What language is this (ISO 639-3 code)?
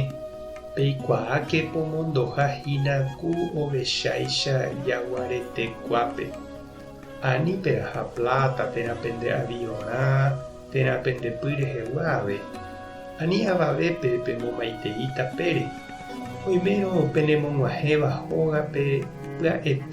grn